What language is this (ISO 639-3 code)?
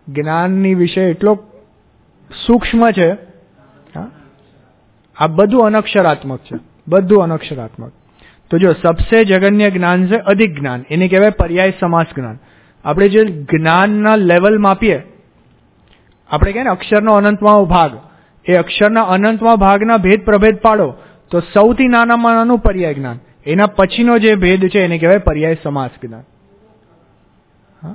guj